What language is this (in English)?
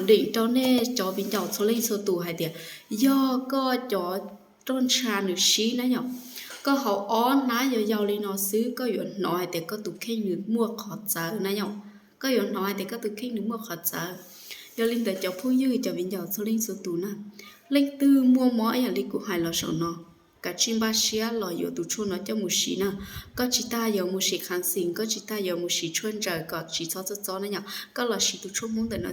Hmong